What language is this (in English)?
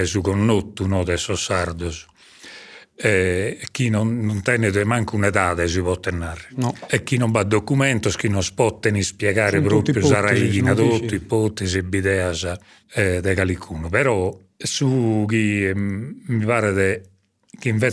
Sardinian